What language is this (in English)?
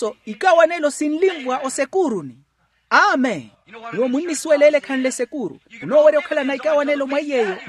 Makhuwa